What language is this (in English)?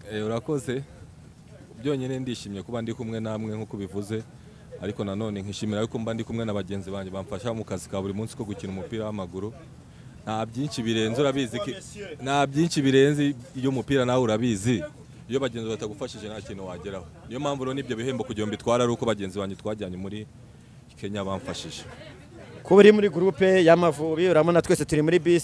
Kinyarwanda